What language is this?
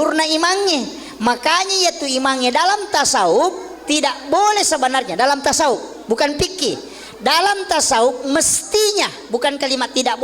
Buginese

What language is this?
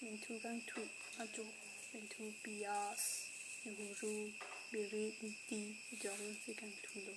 Karbi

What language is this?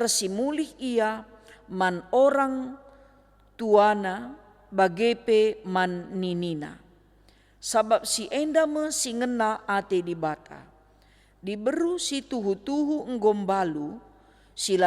Batak Karo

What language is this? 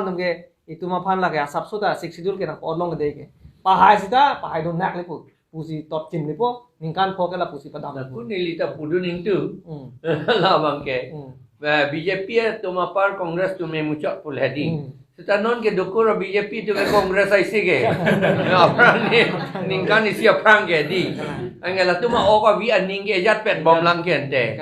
Karbi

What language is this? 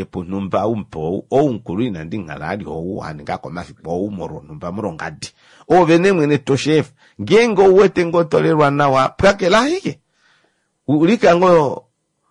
Kuanyama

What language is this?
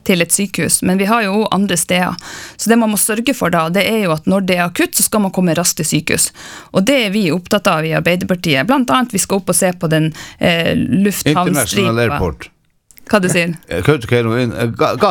Norwegian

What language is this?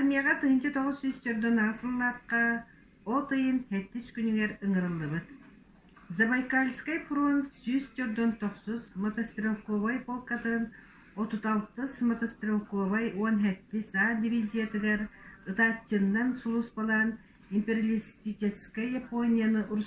Yakut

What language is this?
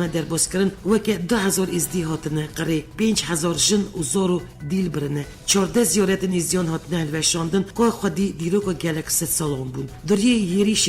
Kurdish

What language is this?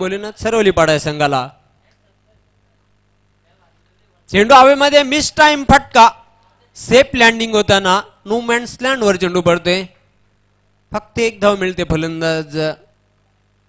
Marathi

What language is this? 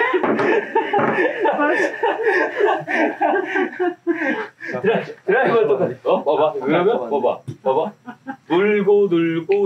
Korean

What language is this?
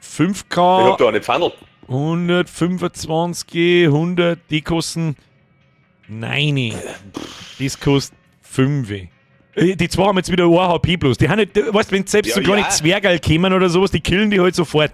Bavarian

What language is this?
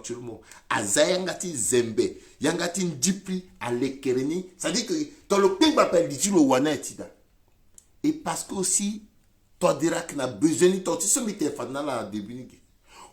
Sango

